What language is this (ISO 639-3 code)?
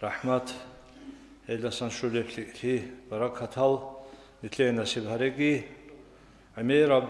ava